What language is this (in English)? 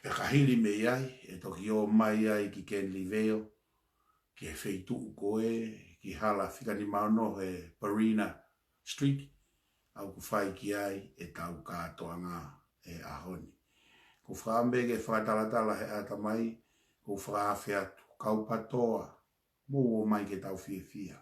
Tongan